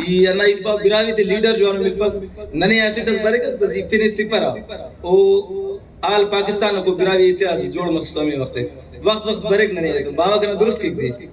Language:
Brahui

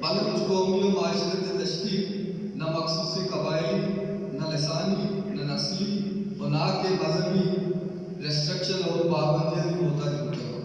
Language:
Baluchi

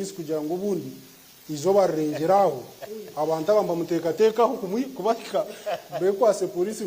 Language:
Nyankole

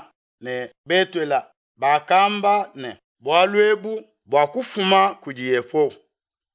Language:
Luba-Lulua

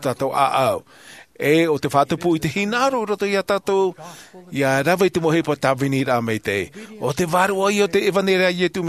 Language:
Tahitian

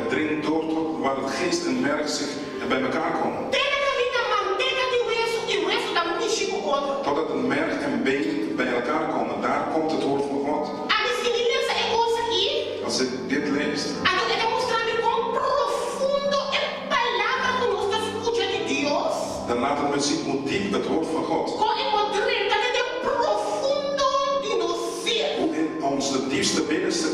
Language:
Papiamento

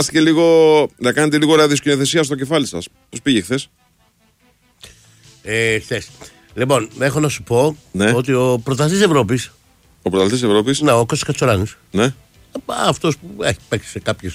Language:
Greek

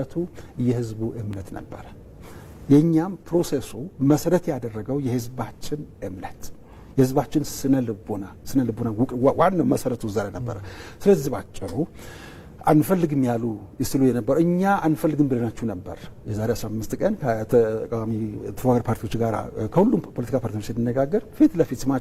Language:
Amharic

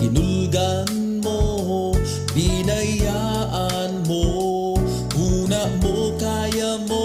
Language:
Bikol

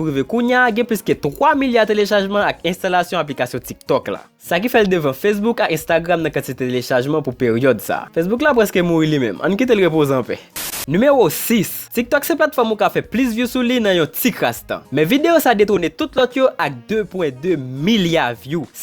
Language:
Haitian Creole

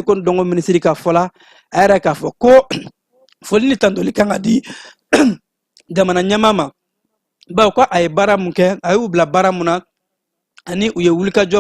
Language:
Bambara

